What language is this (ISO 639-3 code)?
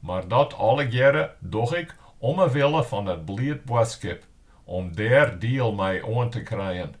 fry